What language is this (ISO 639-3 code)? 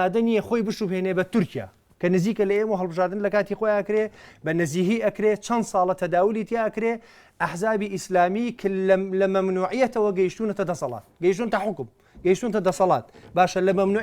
ckb